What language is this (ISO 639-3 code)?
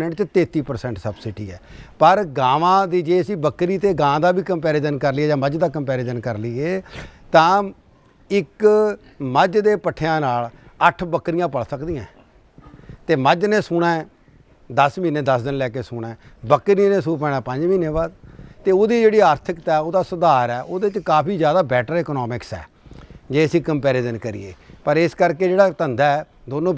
pan